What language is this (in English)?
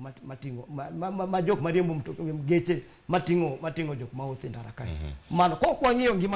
Luo (Kenya and Tanzania)